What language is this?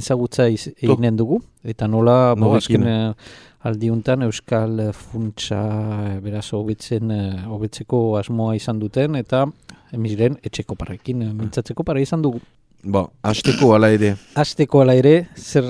Basque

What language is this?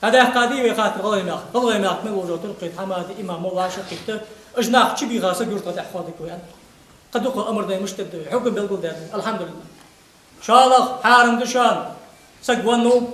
Ingush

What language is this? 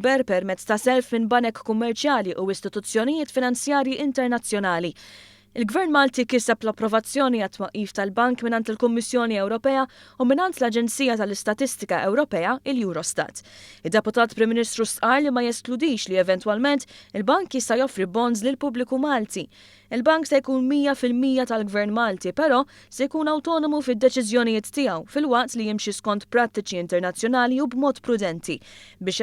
Maltese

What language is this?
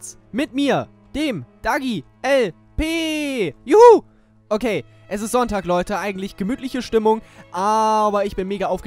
German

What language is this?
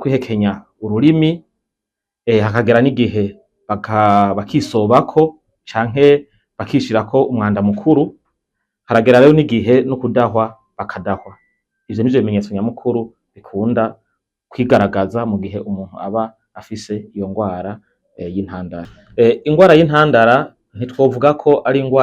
Rundi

